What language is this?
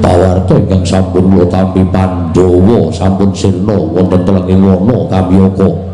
Javanese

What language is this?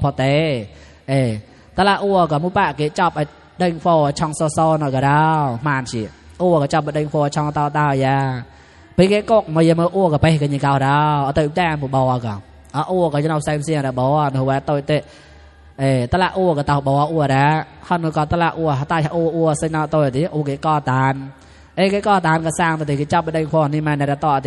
Mon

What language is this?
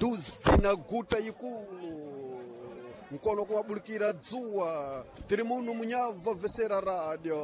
Sena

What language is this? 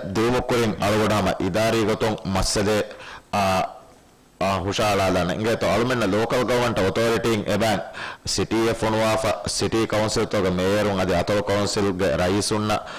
Divehi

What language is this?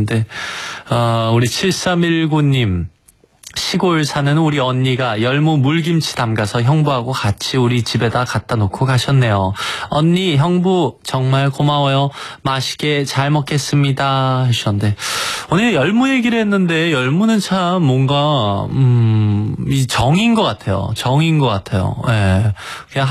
Korean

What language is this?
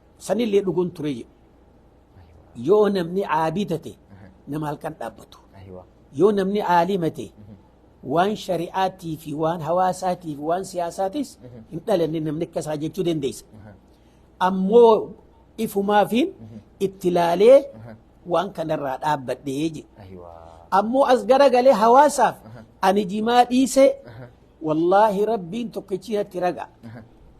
Oromo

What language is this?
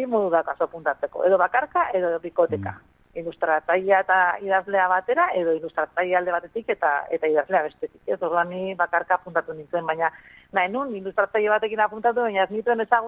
Basque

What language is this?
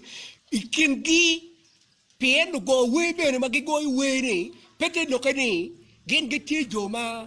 Acoli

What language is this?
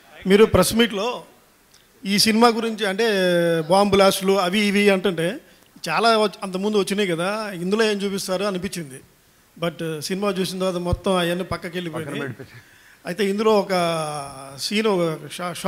Telugu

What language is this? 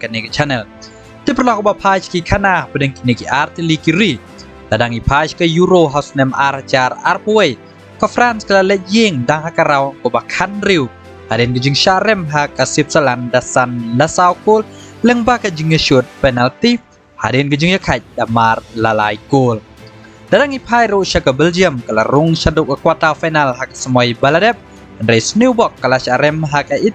Khasi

